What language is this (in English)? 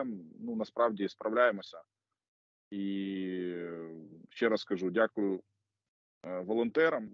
Ukrainian